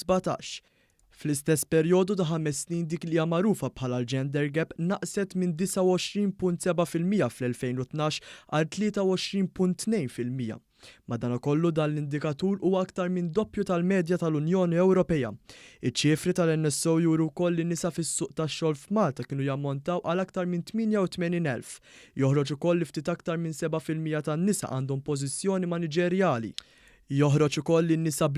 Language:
Maltese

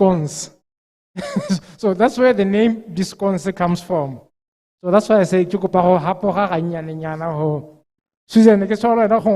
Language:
Tswana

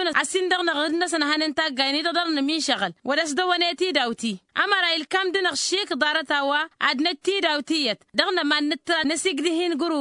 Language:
Tamasheq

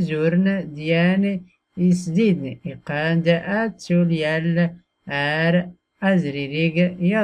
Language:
Tachelhit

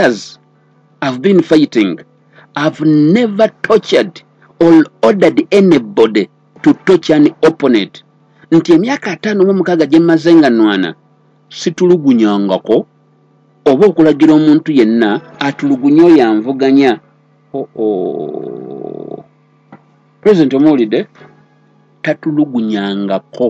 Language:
Ganda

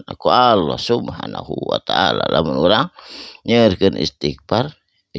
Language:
Sundanese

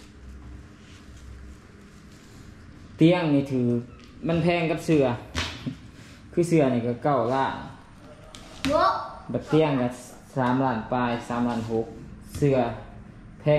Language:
Thai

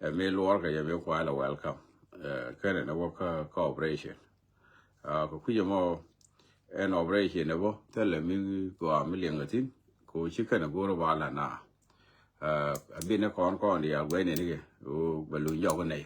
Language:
Nuer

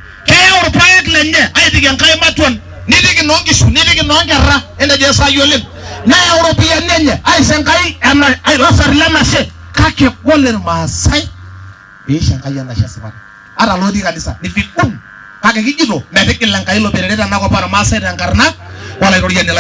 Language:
Masai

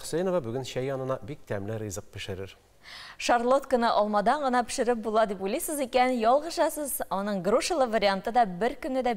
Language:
Tatar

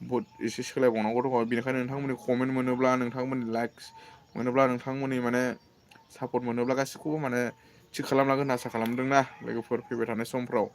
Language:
Bodo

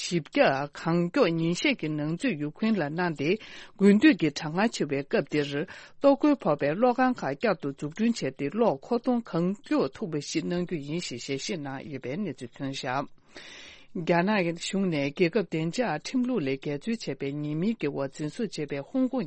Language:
Tibetan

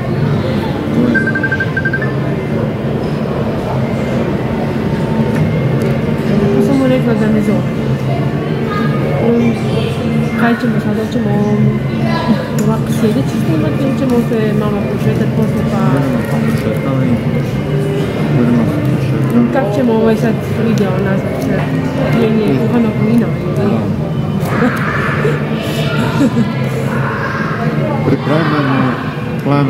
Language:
Croatian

